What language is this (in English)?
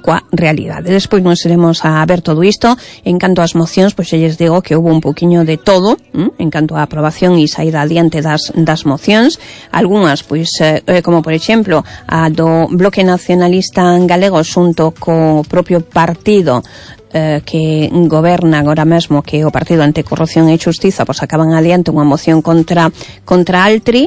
Galician